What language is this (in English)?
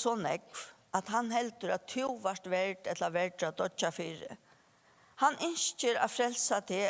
Faroese